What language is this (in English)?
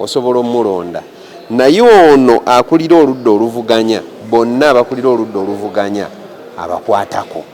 Ganda